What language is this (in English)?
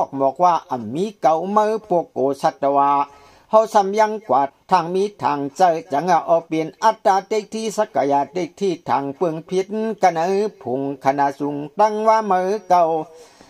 Shan